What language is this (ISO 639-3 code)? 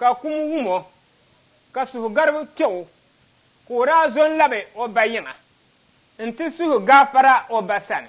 dag